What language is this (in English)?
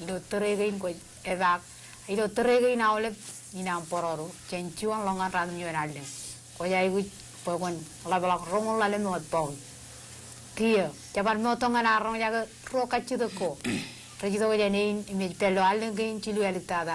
Marshallese